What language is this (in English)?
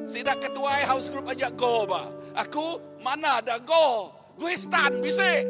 Iban